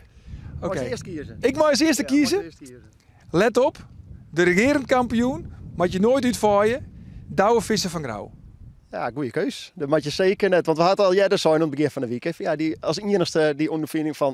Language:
Western Frisian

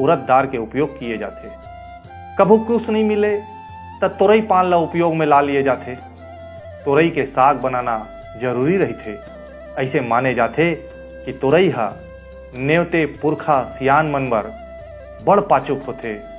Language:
Chhattisgarhi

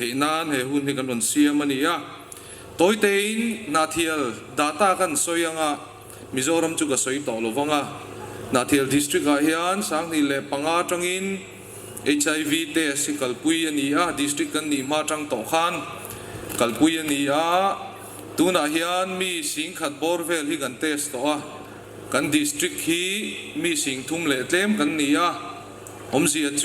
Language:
Mizo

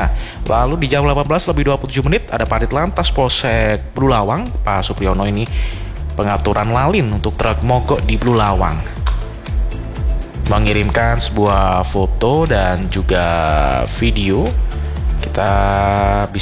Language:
Indonesian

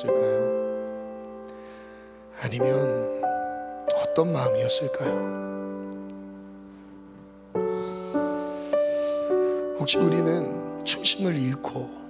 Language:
Korean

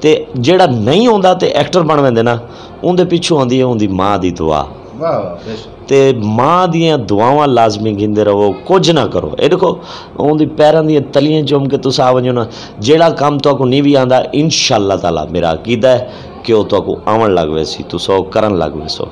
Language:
Saraiki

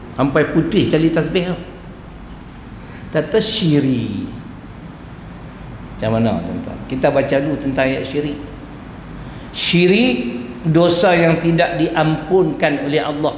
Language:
Malay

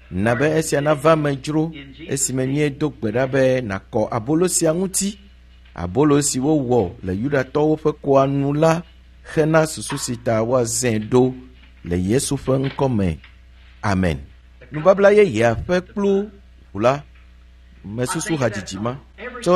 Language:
Ewe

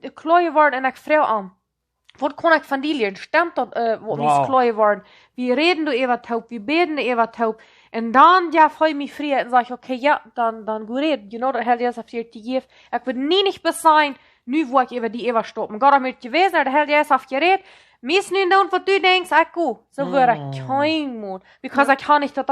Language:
Plautdietsch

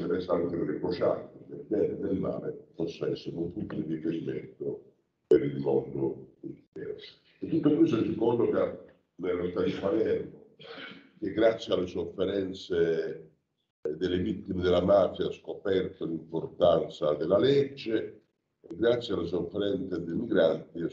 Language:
Italian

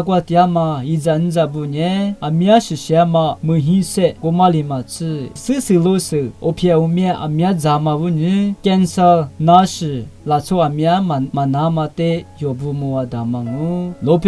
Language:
Lisu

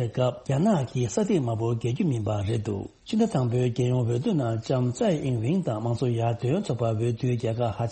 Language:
Tibetan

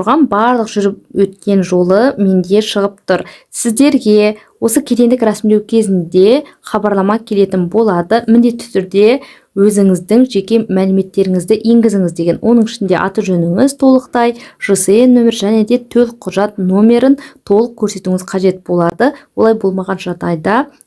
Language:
Kazakh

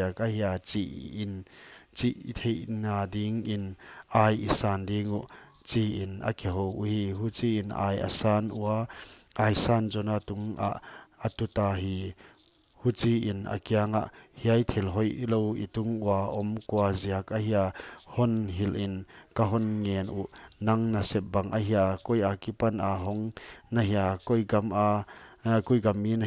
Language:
Paite Chin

